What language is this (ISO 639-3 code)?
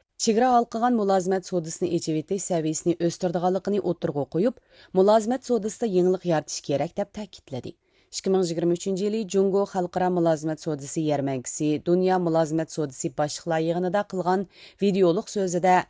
uig